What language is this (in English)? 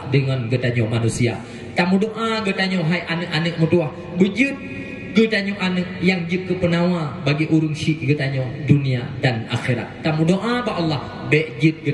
Achinese